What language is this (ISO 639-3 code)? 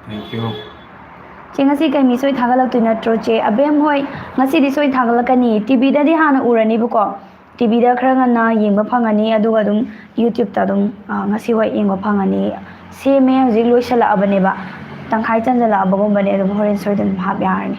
mni